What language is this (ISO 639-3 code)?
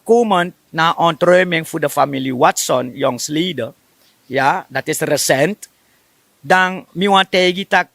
srn